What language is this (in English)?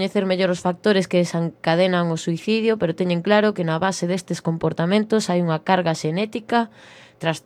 Galician